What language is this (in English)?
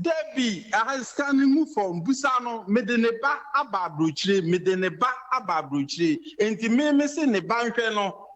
Akan